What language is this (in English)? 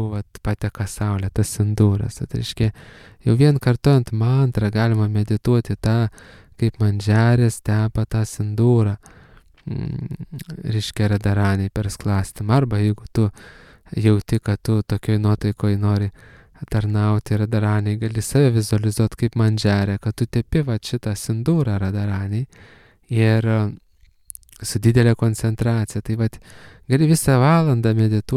Lithuanian